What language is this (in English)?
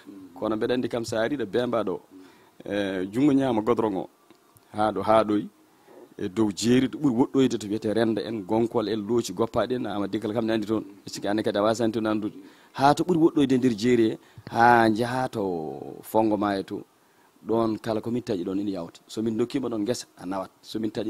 Fula